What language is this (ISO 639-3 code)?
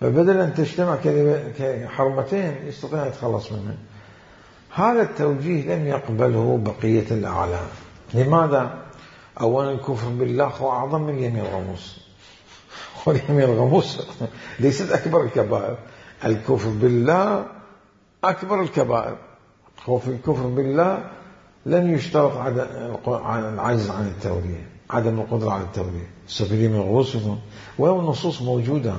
acm